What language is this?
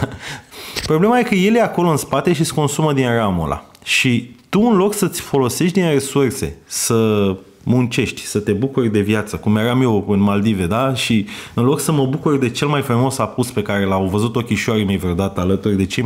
Romanian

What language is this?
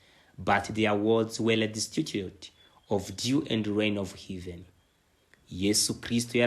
Kinyarwanda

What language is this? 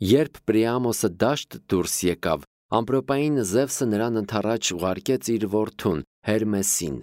Armenian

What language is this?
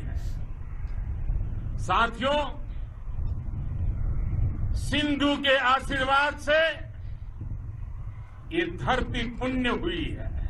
Hindi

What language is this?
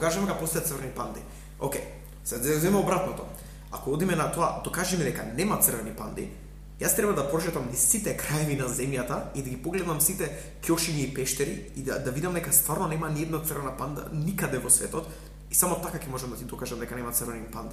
Macedonian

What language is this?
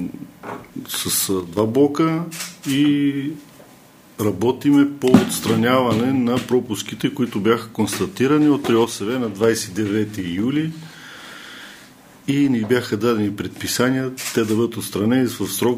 Bulgarian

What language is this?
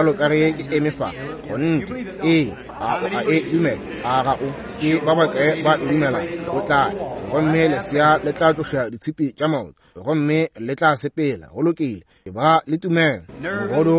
Northern Sotho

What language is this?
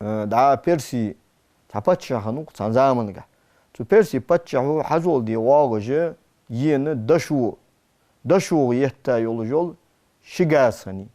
Ingush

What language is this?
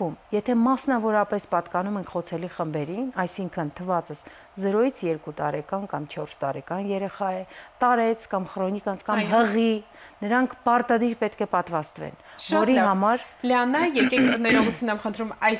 Armenian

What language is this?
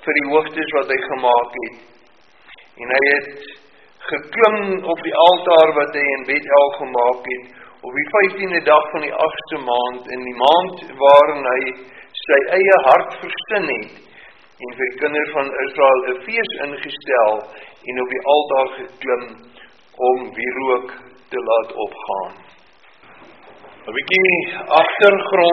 Afrikaans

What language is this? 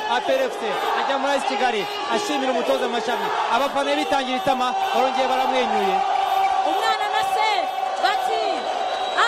Kinyarwanda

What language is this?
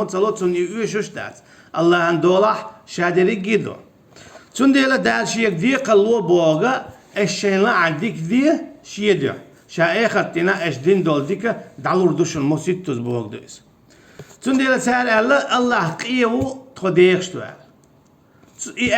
Chechen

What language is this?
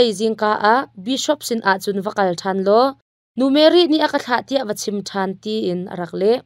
Hakha Chin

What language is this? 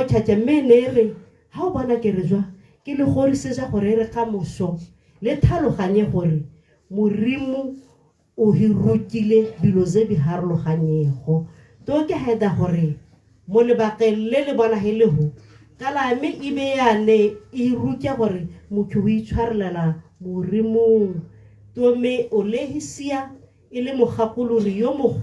Tswana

